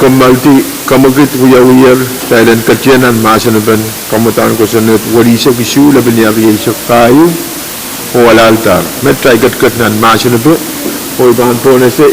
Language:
Pohnpeian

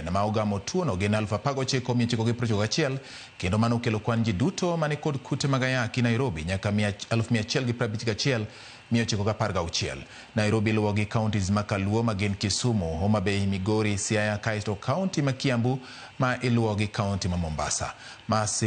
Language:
Luo (Kenya and Tanzania)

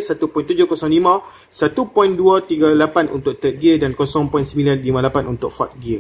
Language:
Malay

